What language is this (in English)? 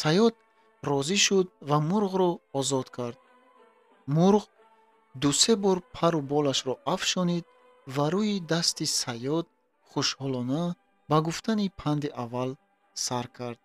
Tajik